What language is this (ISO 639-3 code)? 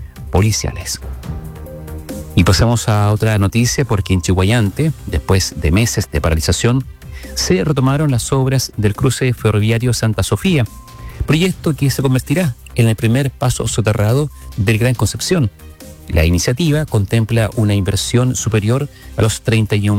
spa